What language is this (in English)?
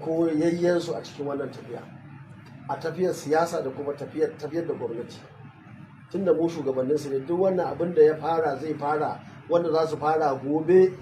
Hausa